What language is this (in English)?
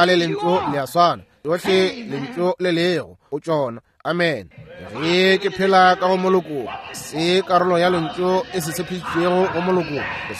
Northern Sotho